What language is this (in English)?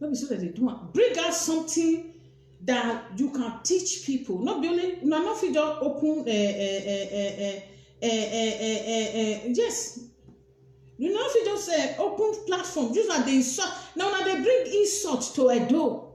Nigerian Pidgin